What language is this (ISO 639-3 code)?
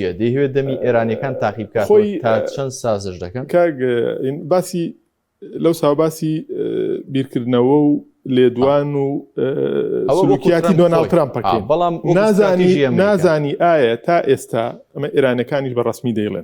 ckb